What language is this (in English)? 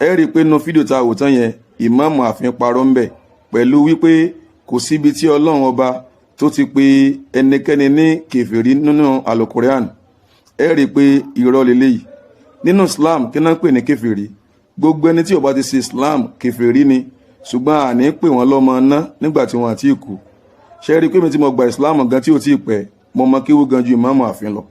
Yoruba